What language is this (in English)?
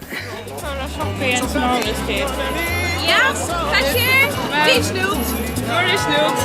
Faroese